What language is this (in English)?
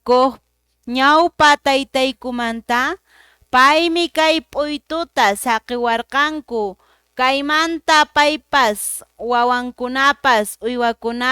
Quechua